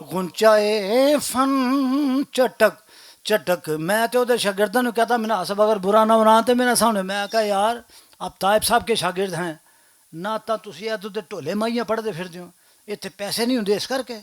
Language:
Western Panjabi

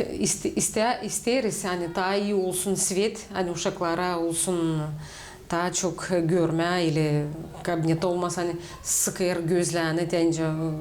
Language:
Gagauz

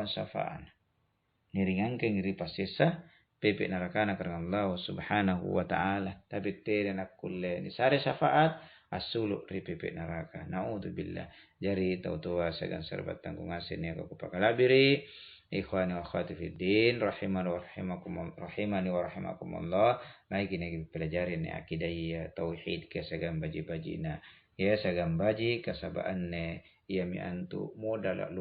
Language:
Makasar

